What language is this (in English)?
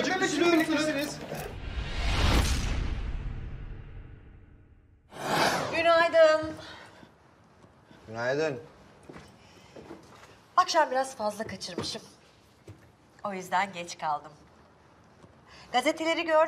Turkish